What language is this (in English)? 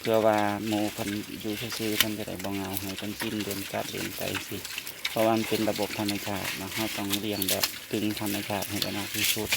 Northeastern Thai